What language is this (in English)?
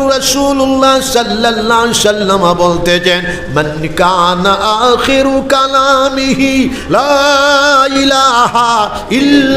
Sylheti